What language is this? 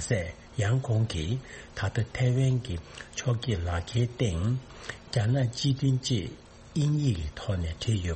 Tibetan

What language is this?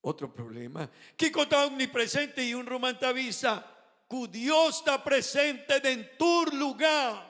Papiamento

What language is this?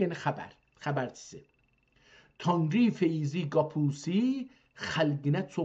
South Azerbaijani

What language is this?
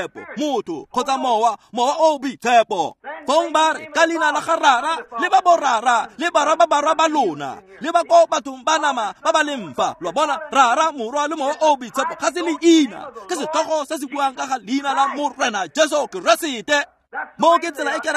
Tswana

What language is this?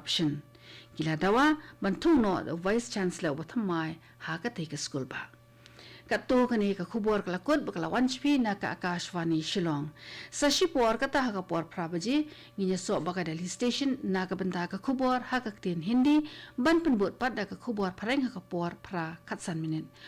Khasi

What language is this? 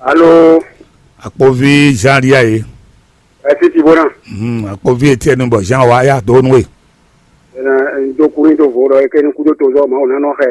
Fon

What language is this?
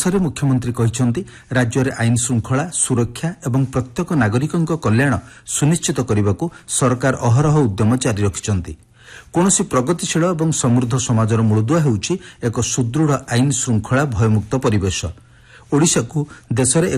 Odia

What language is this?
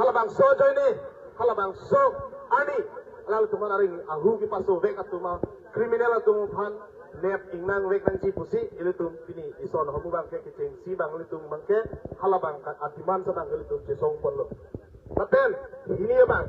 Karbi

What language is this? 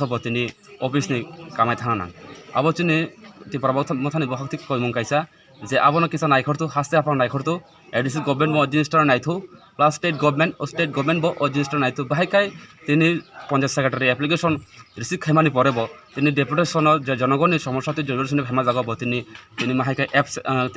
Kok Borok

